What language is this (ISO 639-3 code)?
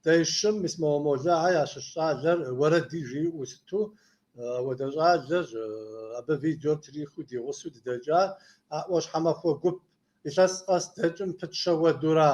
kbd